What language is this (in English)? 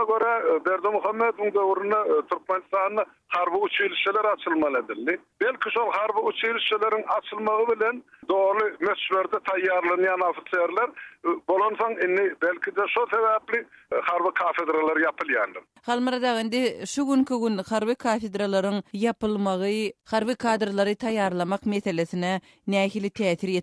Turkmen